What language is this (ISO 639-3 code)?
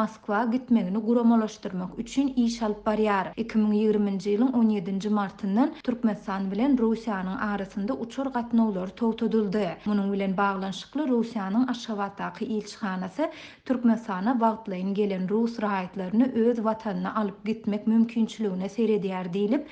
tuk